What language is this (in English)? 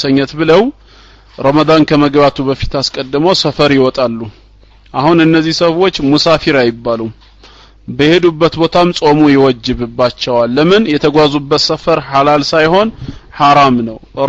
Amharic